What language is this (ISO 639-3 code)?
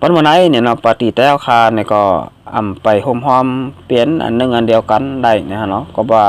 shn